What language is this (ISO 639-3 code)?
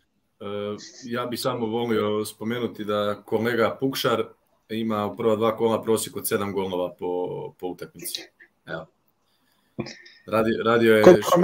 hrv